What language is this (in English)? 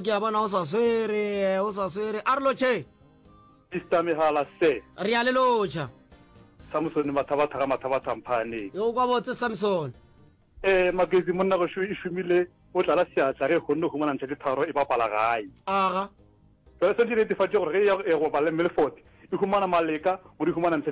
Northern Sotho